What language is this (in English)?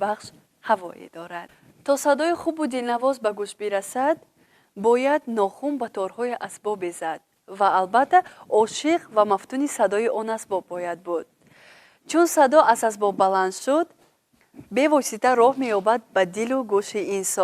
Tajik